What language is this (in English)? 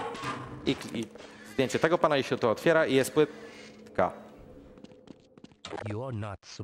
Polish